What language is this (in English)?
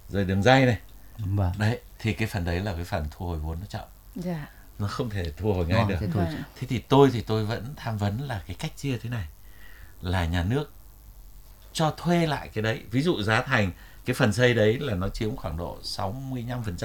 Vietnamese